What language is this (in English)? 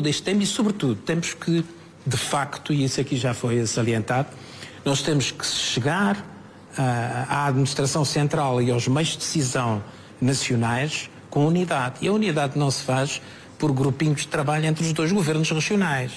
Portuguese